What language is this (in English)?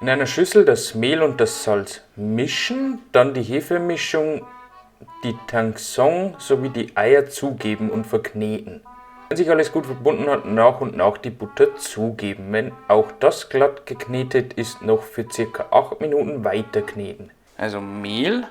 Bavarian